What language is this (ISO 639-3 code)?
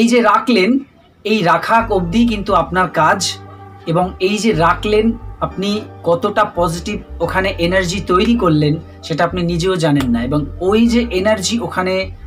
ben